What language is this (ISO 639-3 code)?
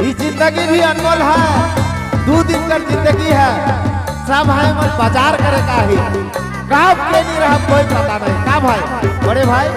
sck